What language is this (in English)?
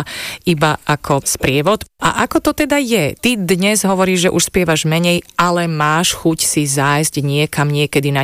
Slovak